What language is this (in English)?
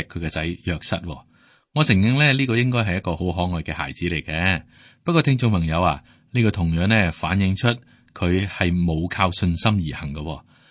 Cantonese